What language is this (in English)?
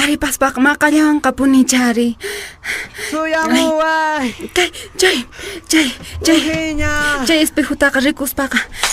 Quechua